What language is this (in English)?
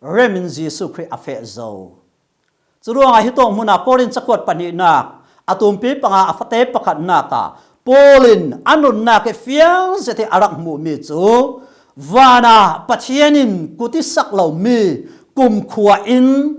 Falam Chin